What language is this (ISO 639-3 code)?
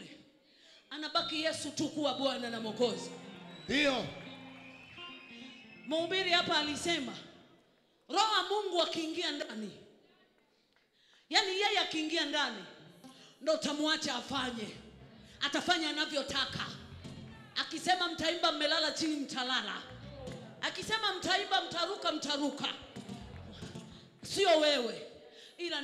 swa